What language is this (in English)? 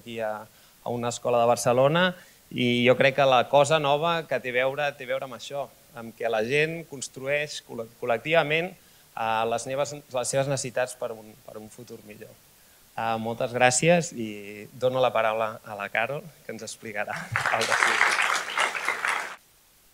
Catalan